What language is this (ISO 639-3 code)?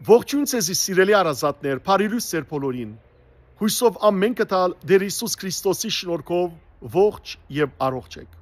hyw